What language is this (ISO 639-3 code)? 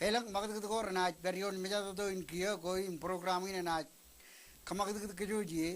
mah